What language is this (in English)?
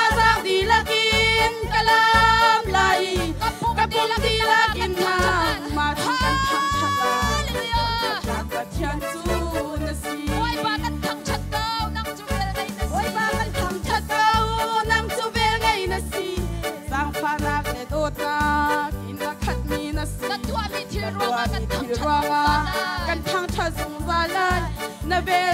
Hakha Chin